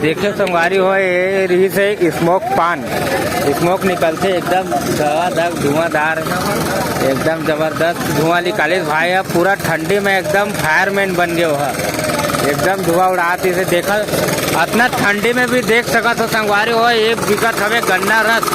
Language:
Chhattisgarhi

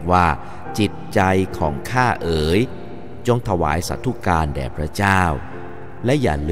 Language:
Thai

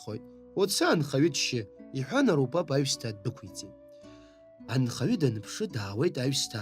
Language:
Abkhazian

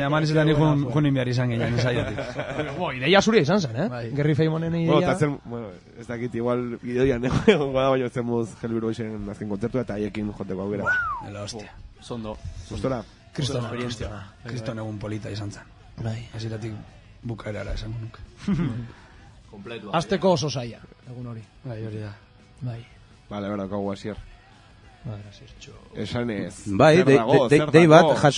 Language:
Basque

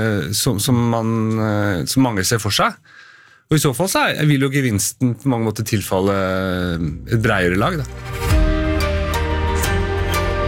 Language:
Norwegian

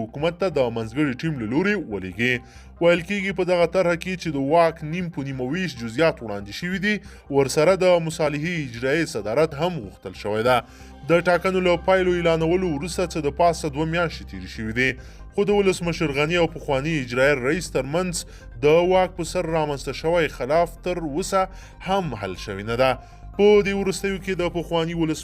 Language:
Pashto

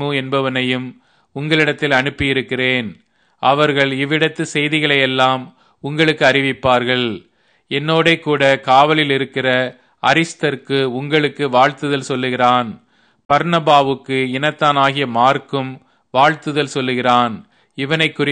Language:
Tamil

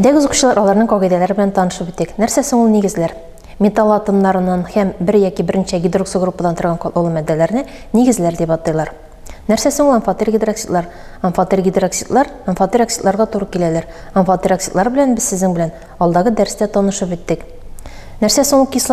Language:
Tatar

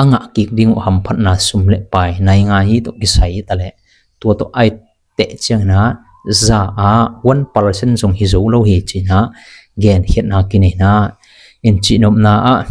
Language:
Tedim Chin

